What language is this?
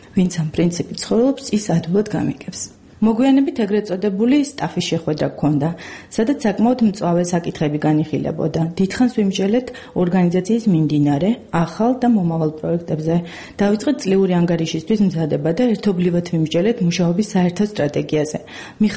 Georgian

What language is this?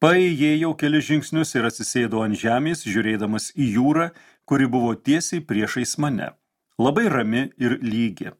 Lithuanian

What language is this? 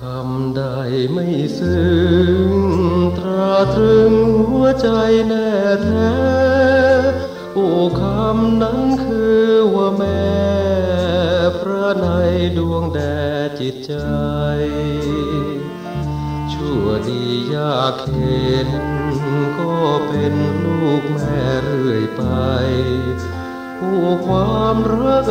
Thai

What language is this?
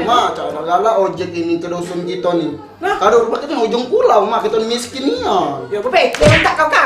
Musi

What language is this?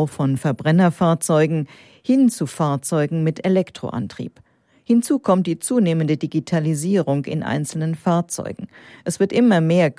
German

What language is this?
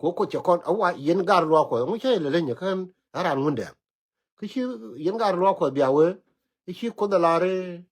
Nuer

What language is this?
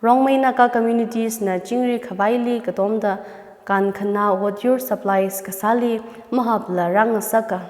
Tangkhul Naga (India)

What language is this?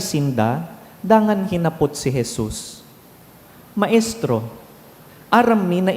Bikol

